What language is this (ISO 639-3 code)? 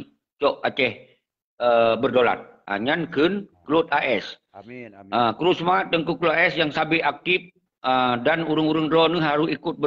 ace